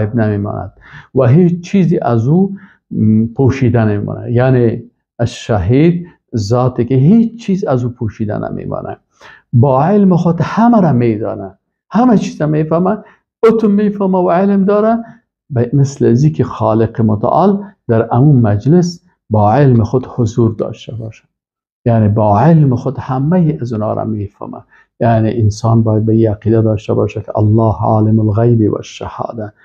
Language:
Persian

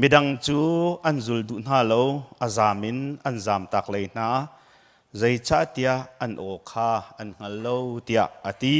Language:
Hakha Chin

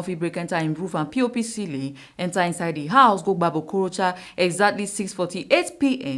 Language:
Nigerian Pidgin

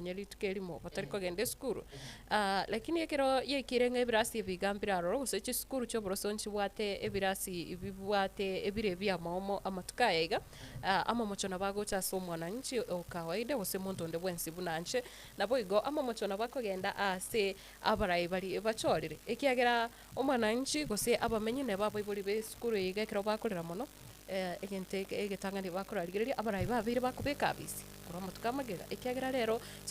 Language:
Gusii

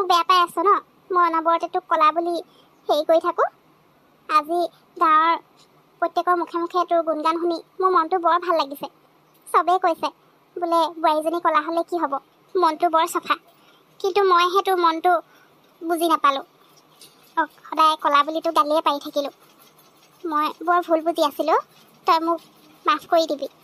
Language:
Assamese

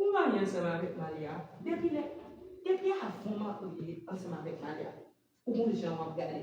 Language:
Haitian Creole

